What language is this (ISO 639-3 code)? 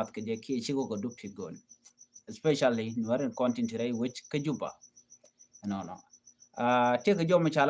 nus